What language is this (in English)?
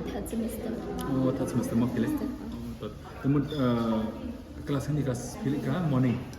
Khasi